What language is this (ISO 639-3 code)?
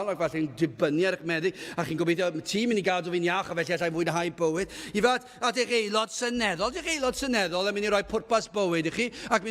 cym